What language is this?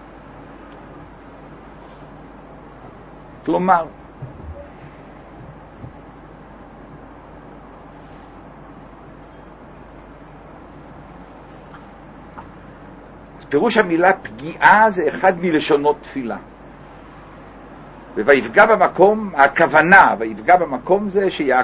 Hebrew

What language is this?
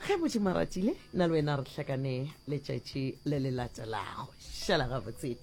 Northern Sotho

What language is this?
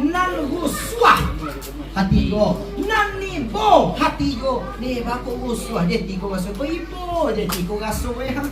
Minangkabau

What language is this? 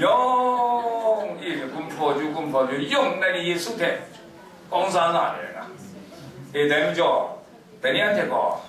Kachin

